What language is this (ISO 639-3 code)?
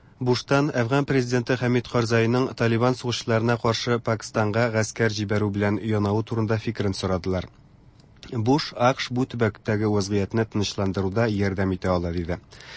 tat